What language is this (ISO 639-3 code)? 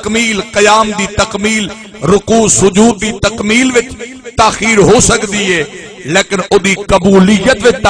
skr